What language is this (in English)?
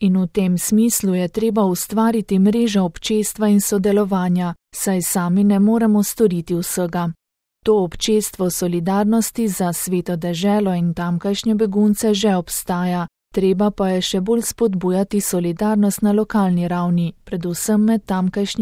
Slovenian